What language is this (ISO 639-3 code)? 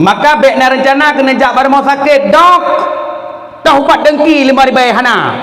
ace